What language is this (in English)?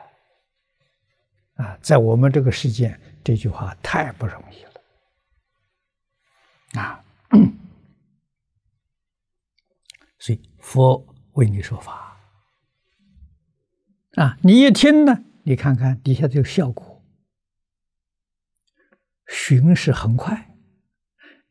Chinese